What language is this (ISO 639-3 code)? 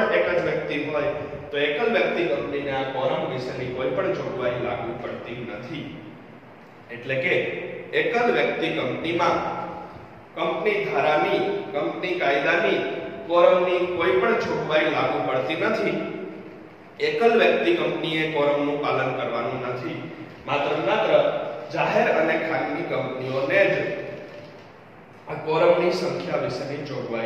guj